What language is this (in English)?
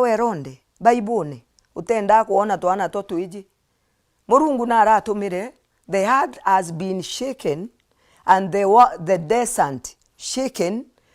Meru